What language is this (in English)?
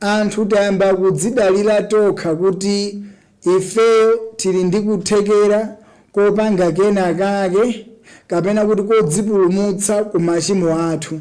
Nyanja